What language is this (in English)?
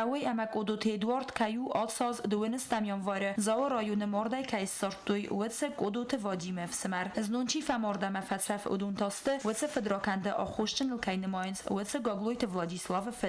Ossetic